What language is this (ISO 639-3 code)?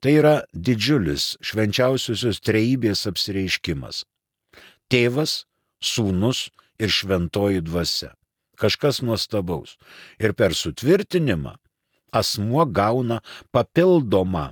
lit